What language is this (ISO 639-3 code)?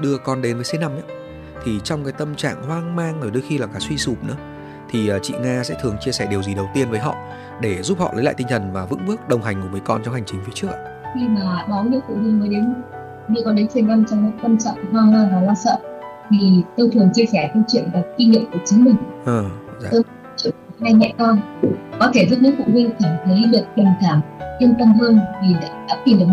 vie